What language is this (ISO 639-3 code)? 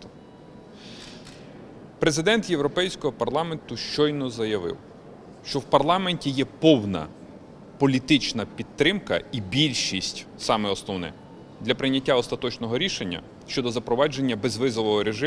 ukr